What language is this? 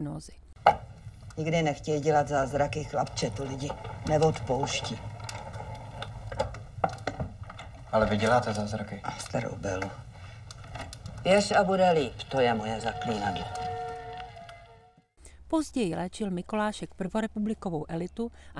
Czech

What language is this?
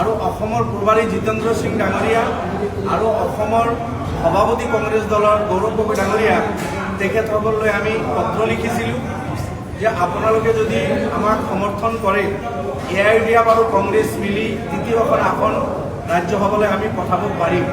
Assamese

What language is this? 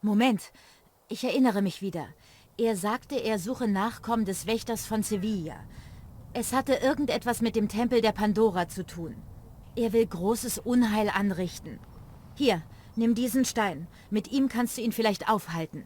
Bavarian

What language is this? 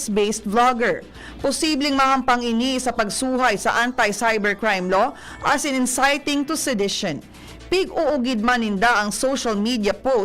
Bikol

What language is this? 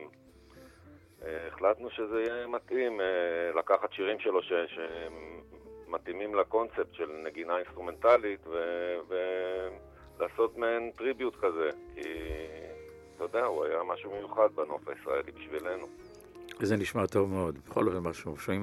Hebrew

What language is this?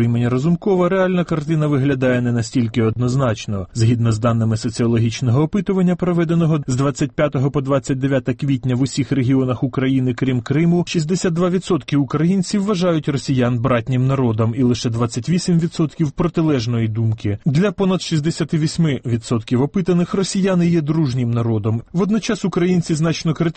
Ukrainian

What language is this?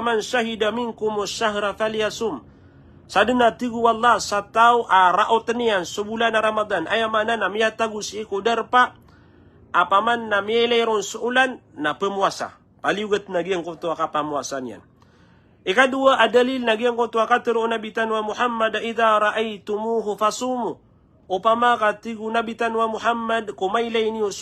Maranao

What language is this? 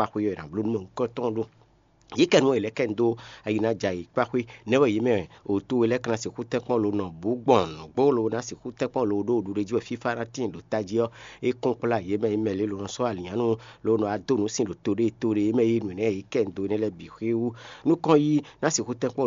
Fon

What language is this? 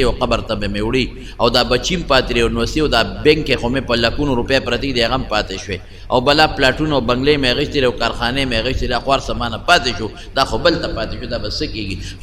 Pashto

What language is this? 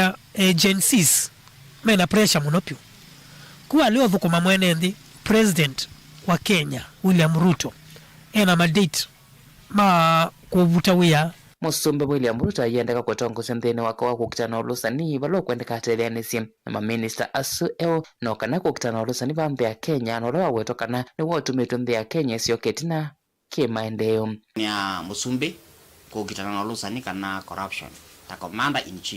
Kamba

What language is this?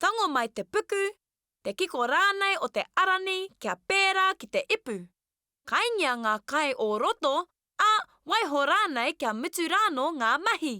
Māori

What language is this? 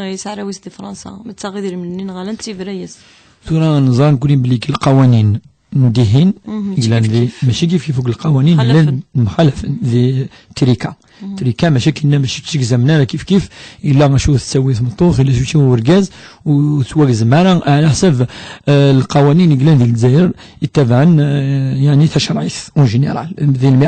Kabyle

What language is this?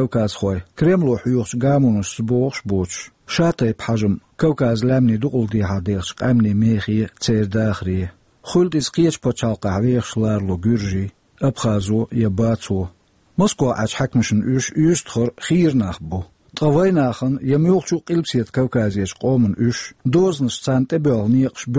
Chechen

